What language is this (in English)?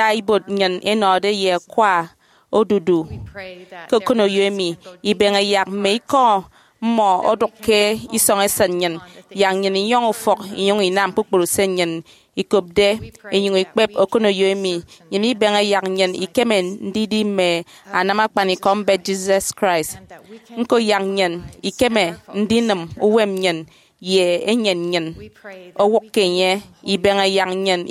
Efik